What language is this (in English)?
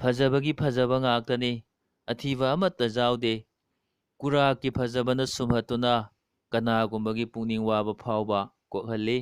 Manipuri